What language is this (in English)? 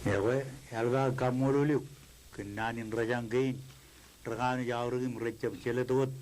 Marshallese